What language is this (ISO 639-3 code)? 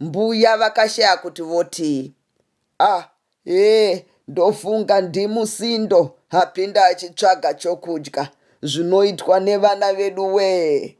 sna